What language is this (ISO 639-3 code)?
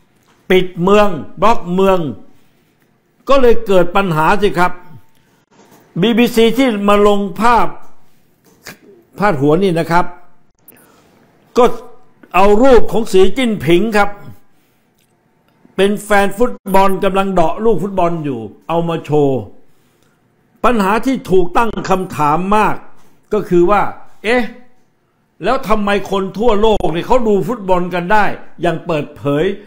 tha